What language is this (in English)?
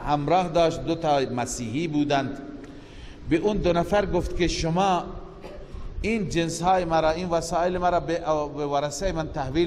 Persian